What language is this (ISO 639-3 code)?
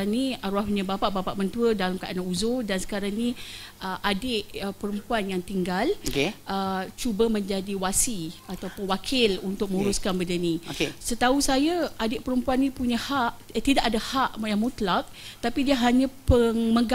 msa